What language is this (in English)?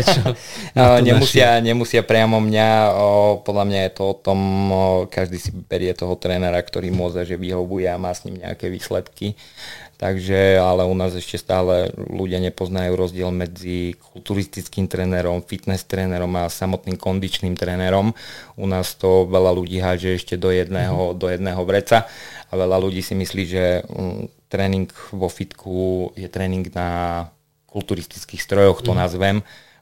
Slovak